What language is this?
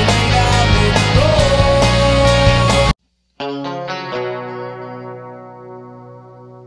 Filipino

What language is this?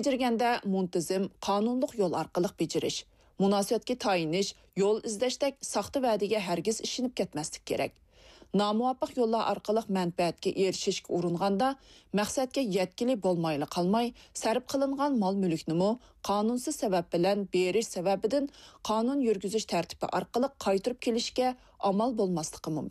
Uyghur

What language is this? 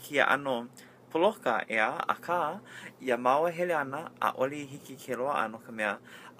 Hawaiian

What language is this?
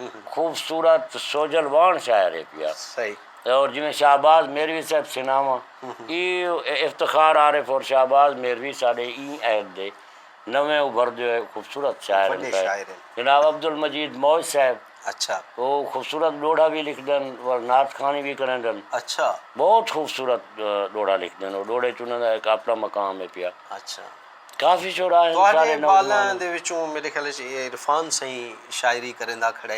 Saraiki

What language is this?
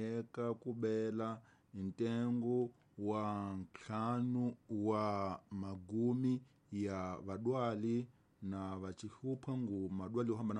Tsonga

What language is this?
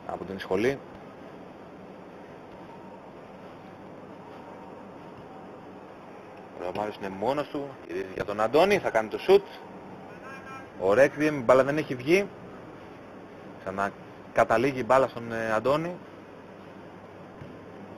Greek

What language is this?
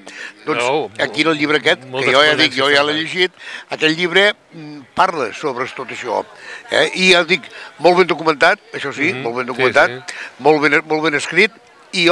Catalan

